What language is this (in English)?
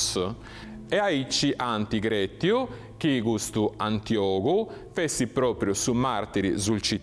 Sardinian